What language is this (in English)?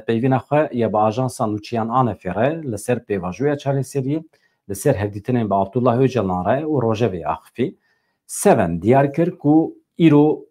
Kurdish